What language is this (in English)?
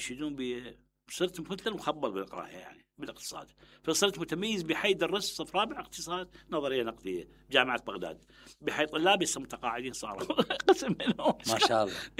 Mesopotamian Arabic